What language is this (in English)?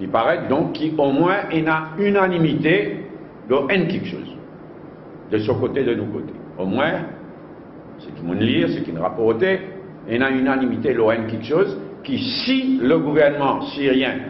Morisyen